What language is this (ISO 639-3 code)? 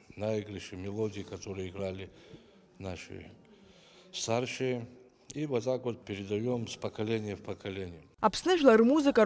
abk